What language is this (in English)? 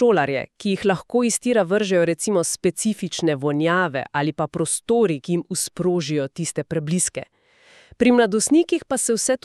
Slovenian